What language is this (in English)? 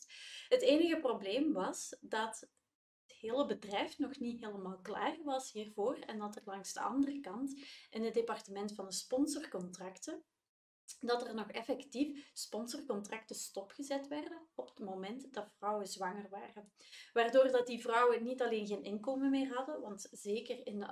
Dutch